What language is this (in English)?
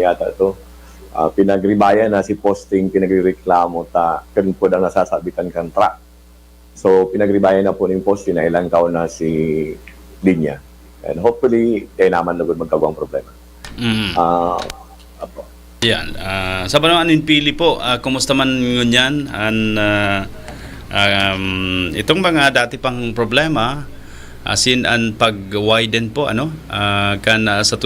Bikol